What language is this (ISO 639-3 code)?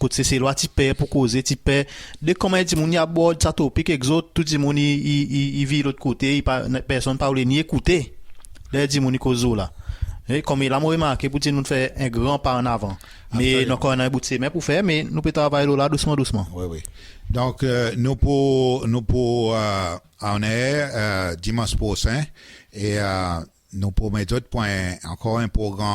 crs